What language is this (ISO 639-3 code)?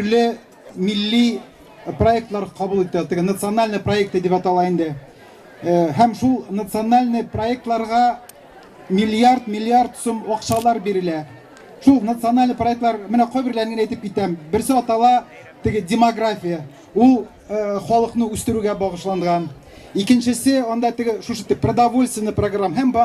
tat